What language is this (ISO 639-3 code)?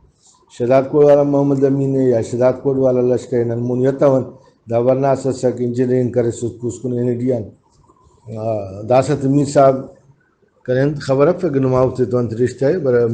brh